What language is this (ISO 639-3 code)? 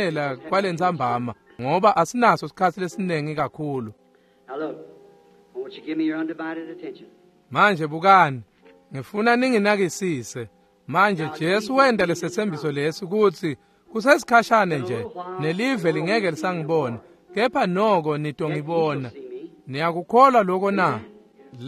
ssw